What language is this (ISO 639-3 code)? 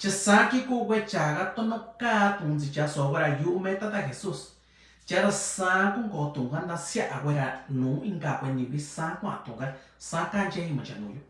mix